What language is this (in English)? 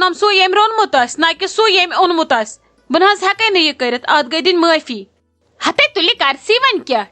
Kashmiri